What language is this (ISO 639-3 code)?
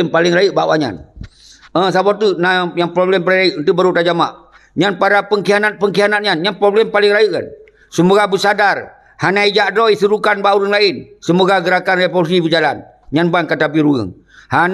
ace